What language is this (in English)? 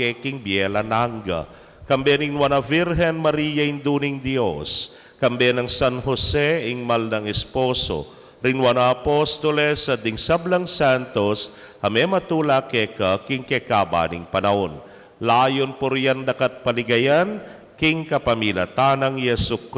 Pampanga